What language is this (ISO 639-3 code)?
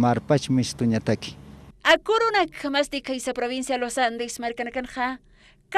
aym